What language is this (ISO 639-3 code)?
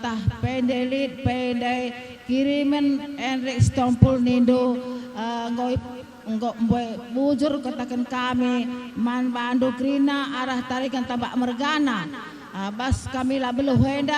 btx